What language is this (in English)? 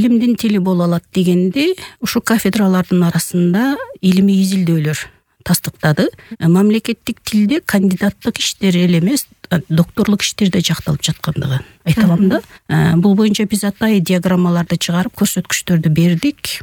Kyrgyz